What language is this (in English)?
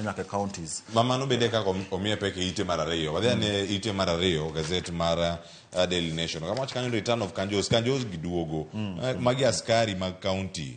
Luo (Kenya and Tanzania)